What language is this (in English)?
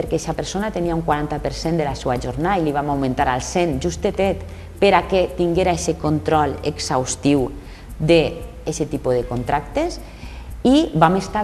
Catalan